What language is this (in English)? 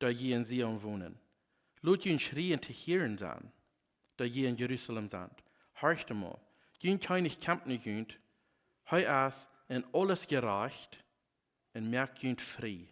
Plautdietsch